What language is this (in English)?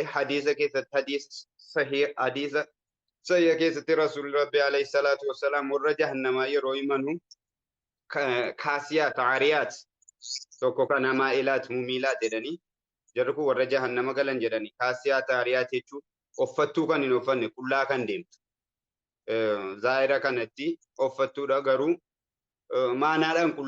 Oromo